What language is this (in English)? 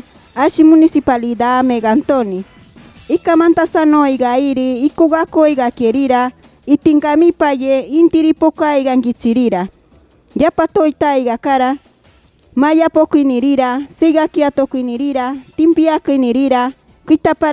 Machiguenga